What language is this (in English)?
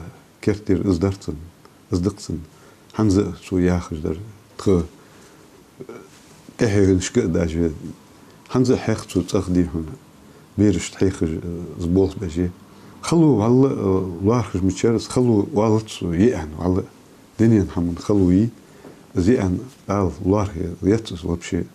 Ingush